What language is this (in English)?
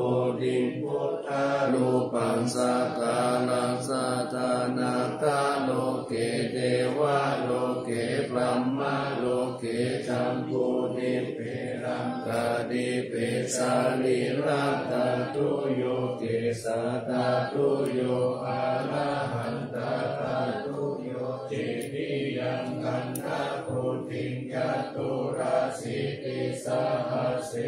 Pali